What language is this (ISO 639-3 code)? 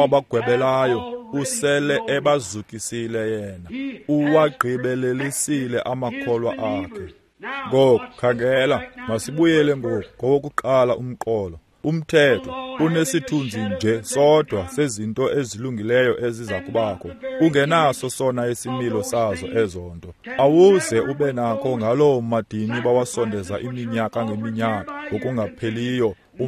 xho